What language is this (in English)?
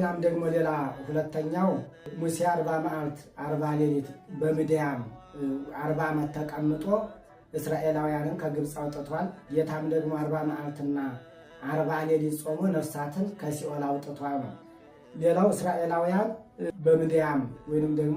Amharic